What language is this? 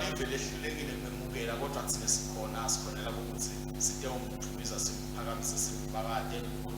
Swati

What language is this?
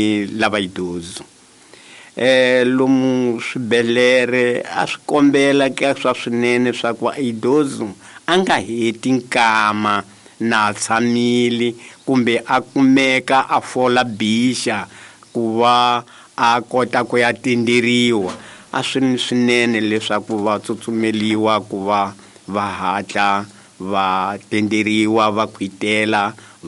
Tsonga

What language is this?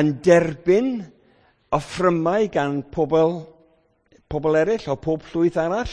Welsh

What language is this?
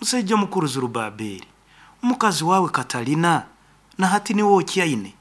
Nyoro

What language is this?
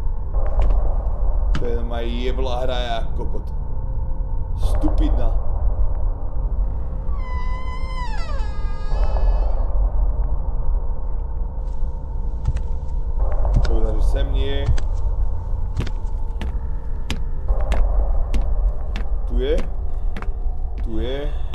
Slovak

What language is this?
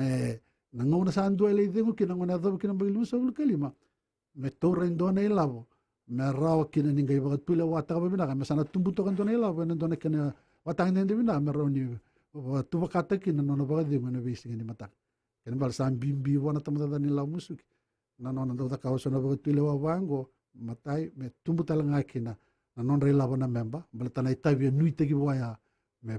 Fijian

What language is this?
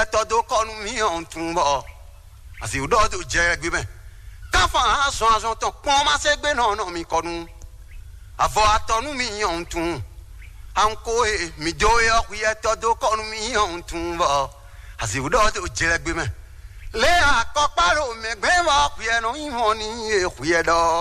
Fon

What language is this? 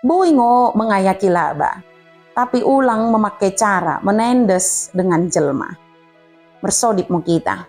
Batak Dairi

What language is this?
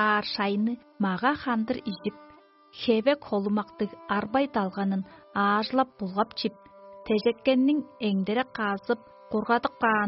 Tuvinian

